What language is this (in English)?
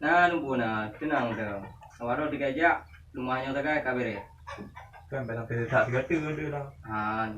Achinese